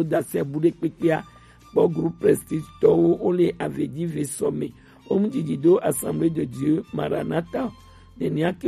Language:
Gen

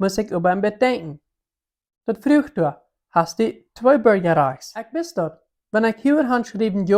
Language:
Plautdietsch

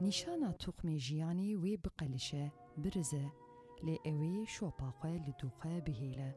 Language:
Kurdish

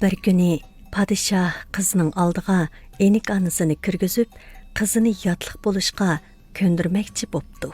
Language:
Uyghur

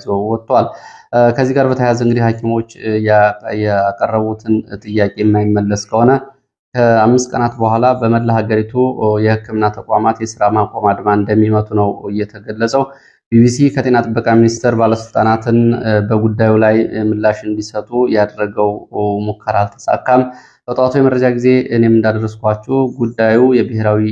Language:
Amharic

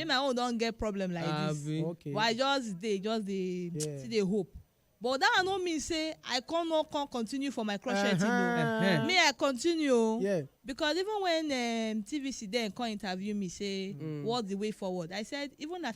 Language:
Nigerian Pidgin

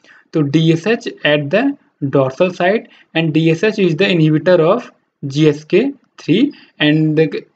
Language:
Hindi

